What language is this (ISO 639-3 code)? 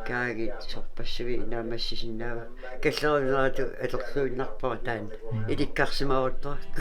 kal